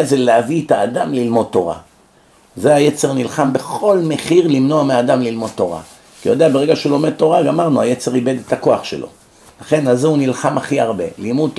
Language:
Hebrew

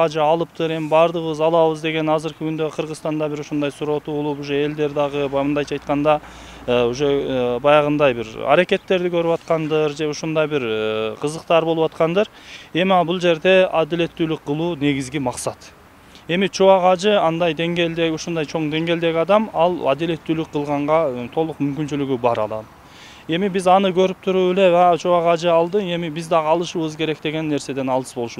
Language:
Kyrgyz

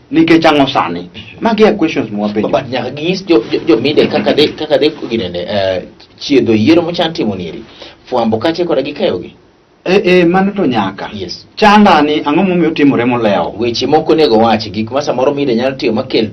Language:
Luo (Kenya and Tanzania)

